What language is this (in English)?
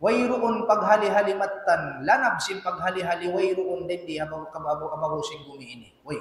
Tausug